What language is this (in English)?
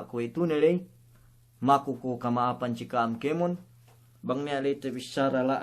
Yakan